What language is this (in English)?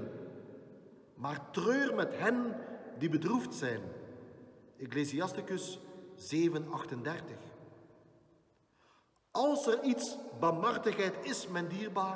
Dutch